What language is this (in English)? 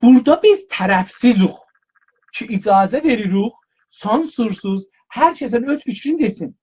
South Azerbaijani